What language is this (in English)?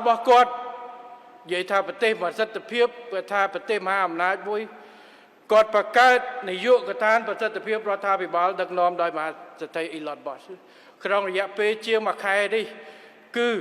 Khmer